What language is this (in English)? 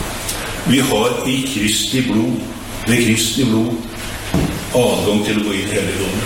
Norwegian